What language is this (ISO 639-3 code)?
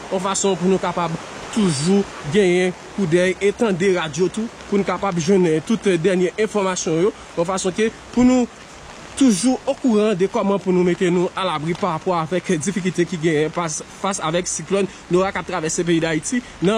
hat